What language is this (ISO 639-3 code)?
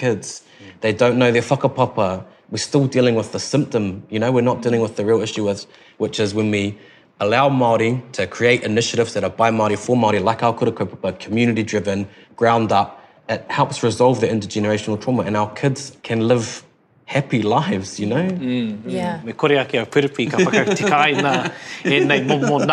eng